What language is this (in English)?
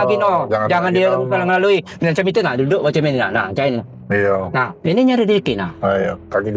Musi